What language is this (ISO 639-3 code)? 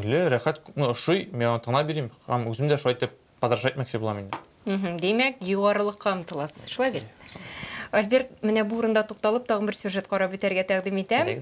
tat